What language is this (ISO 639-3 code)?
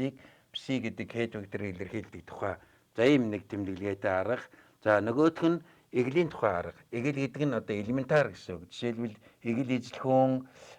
mon